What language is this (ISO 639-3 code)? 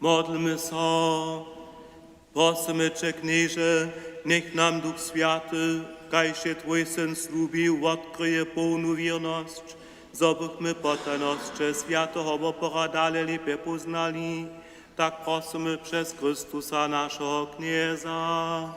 hsb